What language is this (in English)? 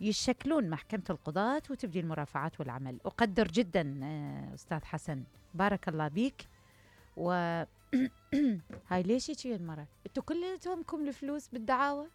Mesopotamian Arabic